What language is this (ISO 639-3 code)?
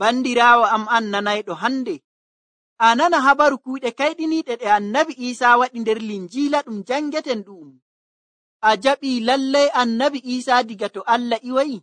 fuv